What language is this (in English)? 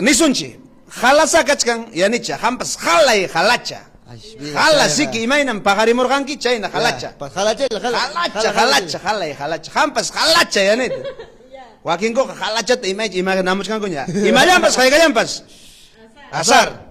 Ayacucho Quechua